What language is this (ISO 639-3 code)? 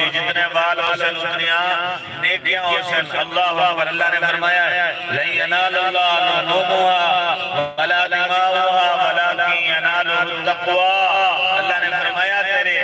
skr